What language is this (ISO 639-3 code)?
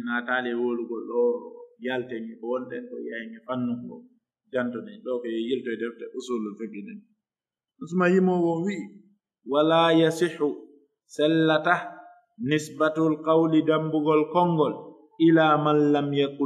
fuf